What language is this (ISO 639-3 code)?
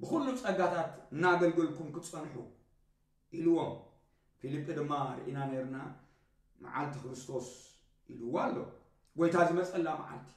tir